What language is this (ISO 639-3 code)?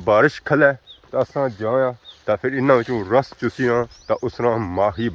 phr